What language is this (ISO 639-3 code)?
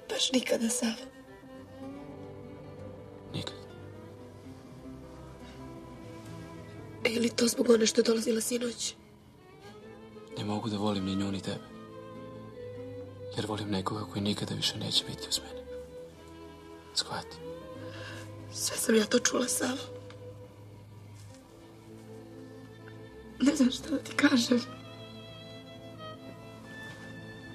srp